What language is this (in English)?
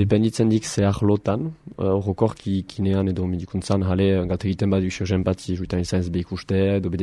Basque